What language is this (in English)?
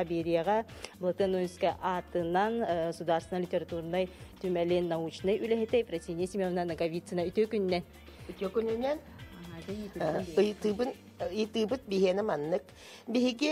Yakut